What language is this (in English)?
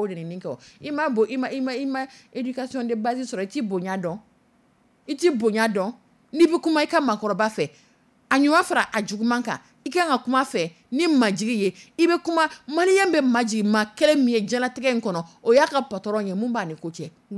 Dyula